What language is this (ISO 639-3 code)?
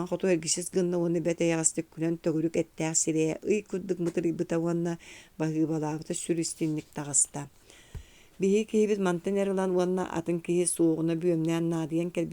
sah